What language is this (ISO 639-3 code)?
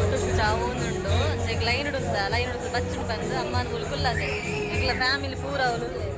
tcy